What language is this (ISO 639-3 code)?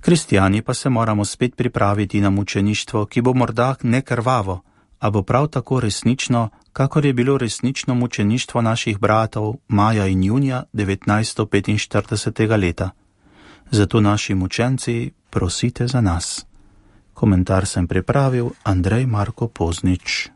slv